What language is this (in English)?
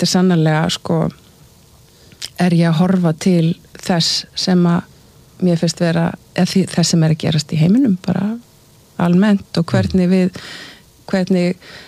Icelandic